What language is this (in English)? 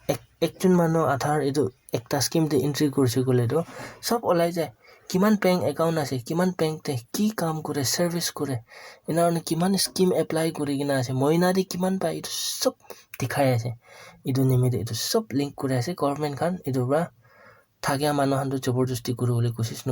Naga Pidgin